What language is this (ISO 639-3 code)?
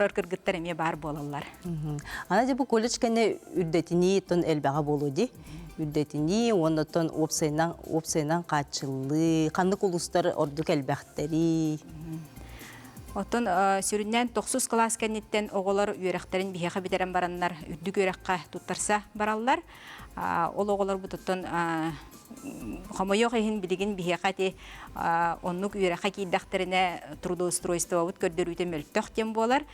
sah